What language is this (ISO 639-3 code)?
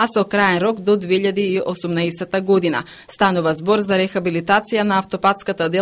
mkd